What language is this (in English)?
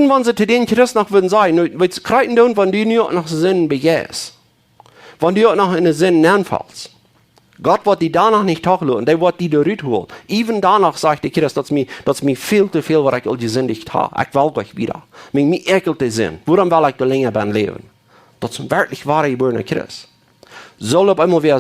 Plautdietsch